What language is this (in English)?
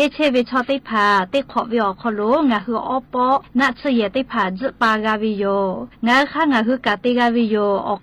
Lahu